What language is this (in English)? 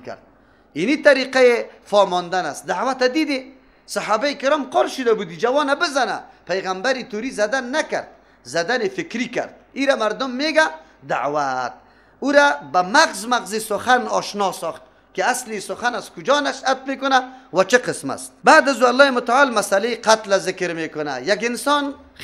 Persian